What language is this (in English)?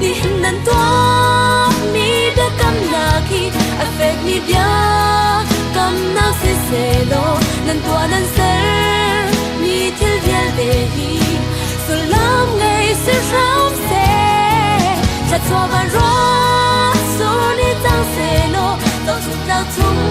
Hakha Chin